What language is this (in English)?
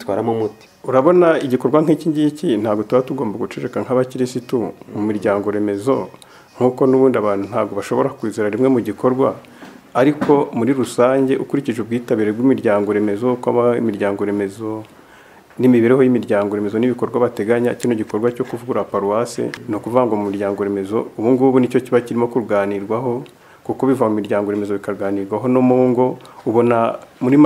Kinyarwanda